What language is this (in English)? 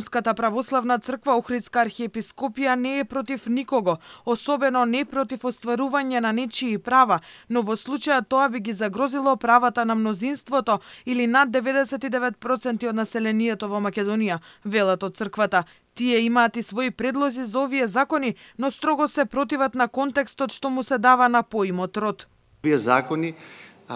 Macedonian